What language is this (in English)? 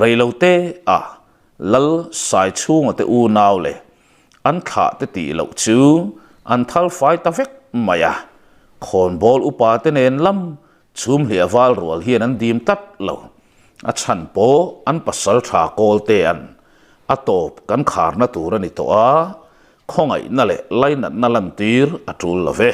Mizo